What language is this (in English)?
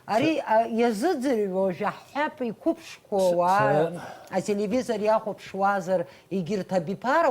Abkhazian